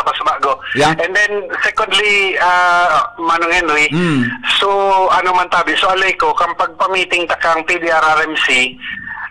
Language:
Bikol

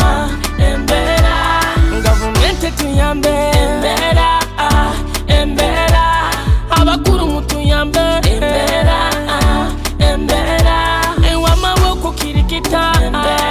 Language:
Nyoro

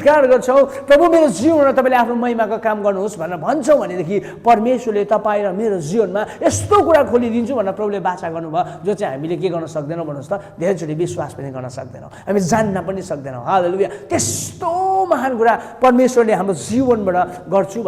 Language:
Nepali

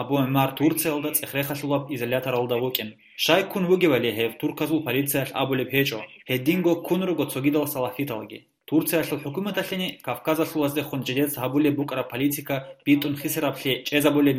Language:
Avaric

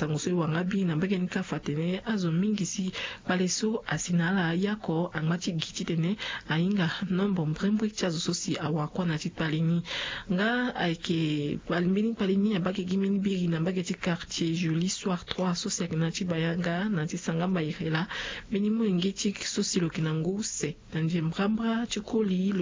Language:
Sango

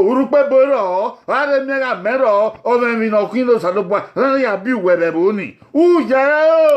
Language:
Bini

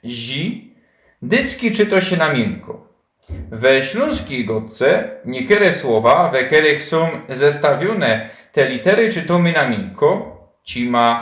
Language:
Silesian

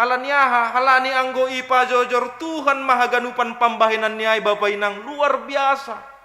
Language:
Batak Simalungun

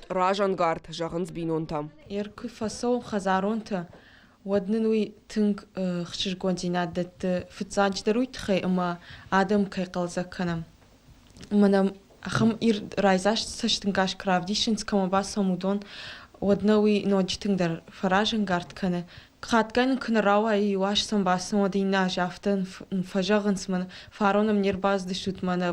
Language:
Ossetic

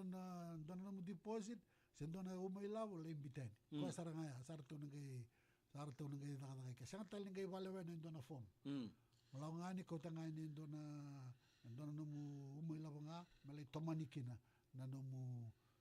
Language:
Fijian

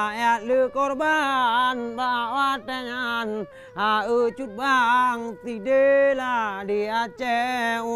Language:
Achinese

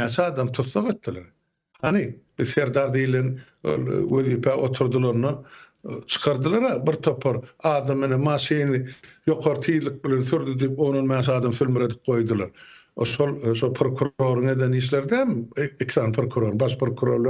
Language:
Turkmen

